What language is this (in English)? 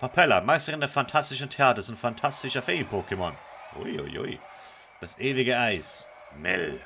Swiss German